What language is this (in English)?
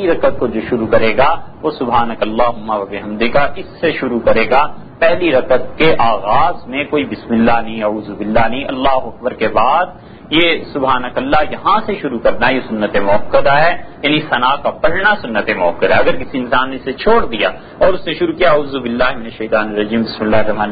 Urdu